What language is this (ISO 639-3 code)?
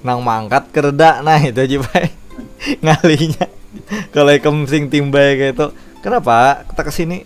bjn